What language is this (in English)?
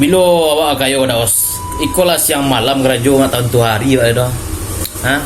Minangkabau